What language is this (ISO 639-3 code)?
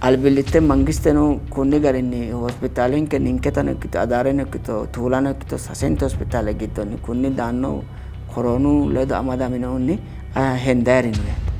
sid